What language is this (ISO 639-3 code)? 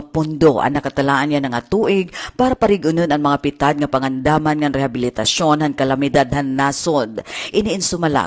war